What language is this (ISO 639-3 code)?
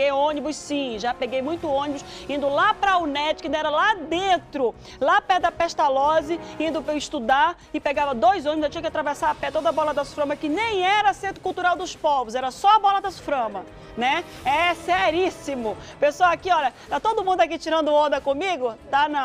por